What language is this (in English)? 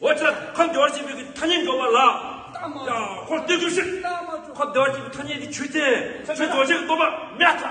Tibetan